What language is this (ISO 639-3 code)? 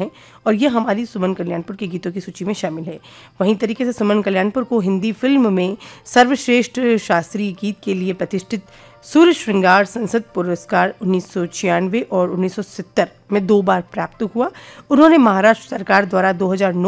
hin